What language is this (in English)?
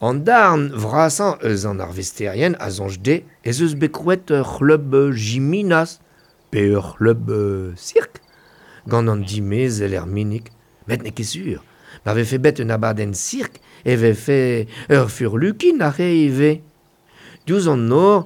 Breton